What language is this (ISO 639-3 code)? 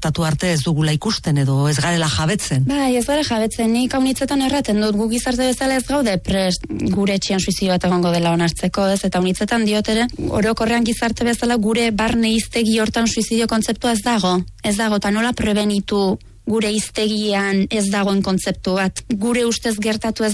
eus